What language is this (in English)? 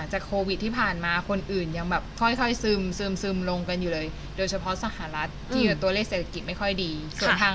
Thai